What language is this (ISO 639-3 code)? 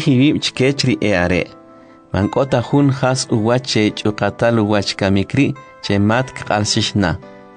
quc